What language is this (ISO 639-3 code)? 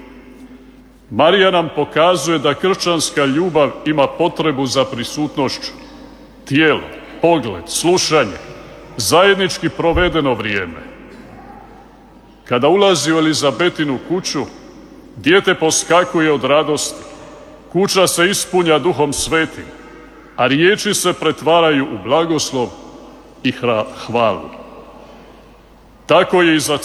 hrv